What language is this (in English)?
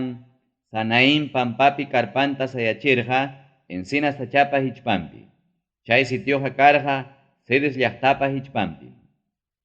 Ayacucho Quechua